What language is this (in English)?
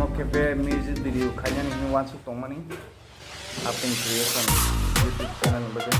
Kok Borok